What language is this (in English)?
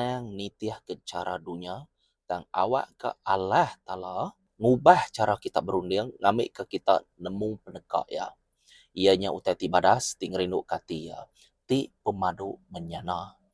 Iban